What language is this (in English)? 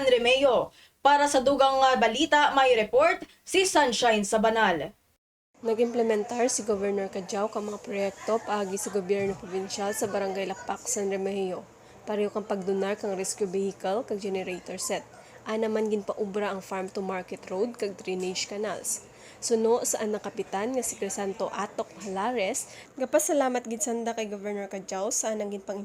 Kinaray-a